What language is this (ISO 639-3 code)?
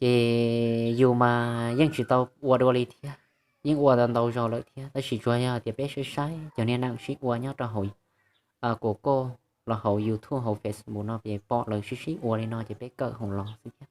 hmn